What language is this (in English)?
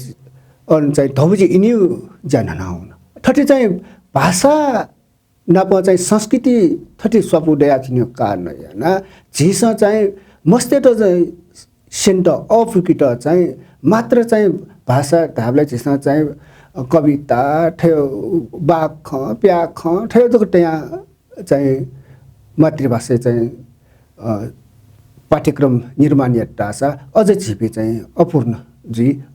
Newari